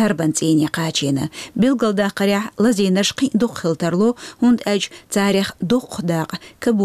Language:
Chechen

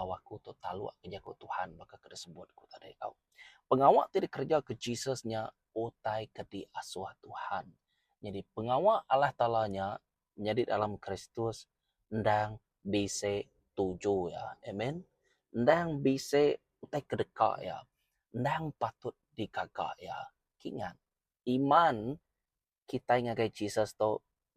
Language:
Iban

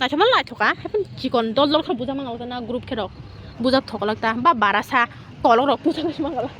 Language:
Kok Borok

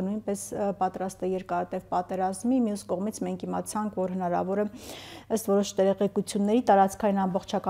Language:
Armenian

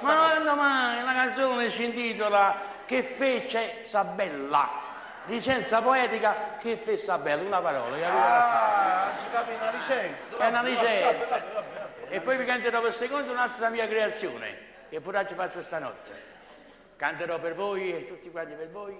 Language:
Neapolitan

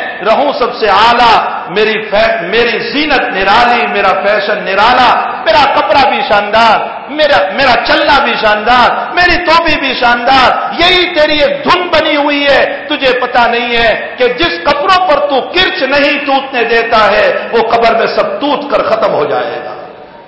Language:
Urdu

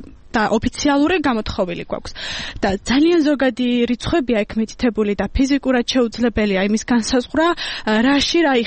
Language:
Georgian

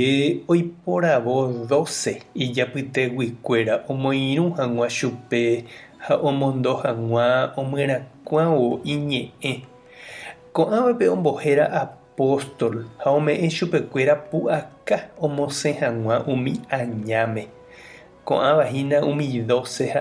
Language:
Guarani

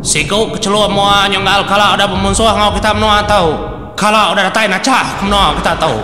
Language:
Iban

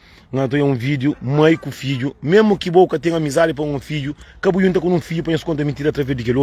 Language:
Kabuverdianu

